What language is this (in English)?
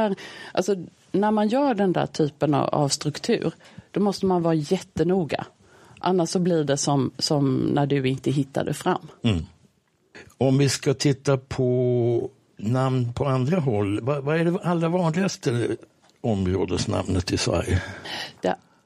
Swedish